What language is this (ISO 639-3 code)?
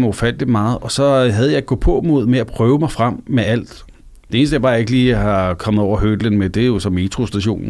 dan